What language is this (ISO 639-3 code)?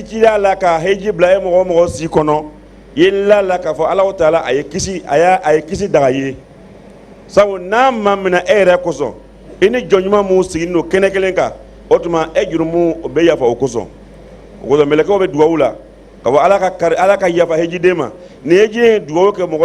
bam